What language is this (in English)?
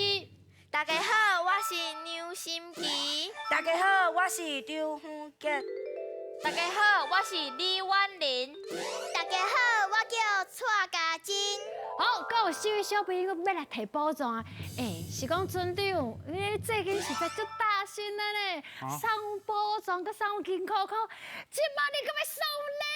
Min Nan Chinese